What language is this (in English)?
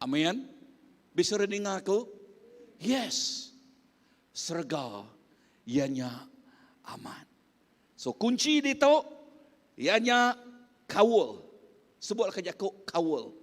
Iban